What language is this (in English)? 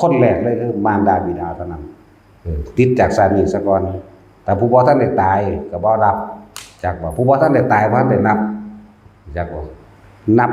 Northeastern Thai